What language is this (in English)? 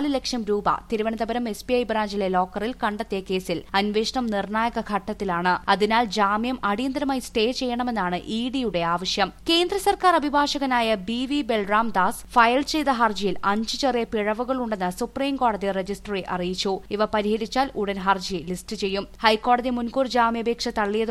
Malayalam